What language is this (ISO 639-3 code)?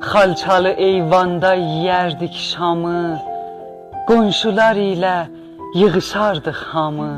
azb